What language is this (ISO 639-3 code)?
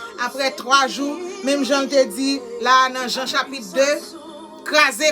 hat